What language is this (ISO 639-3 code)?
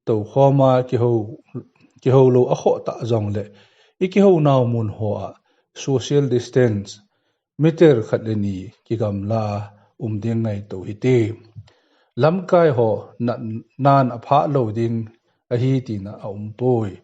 tcz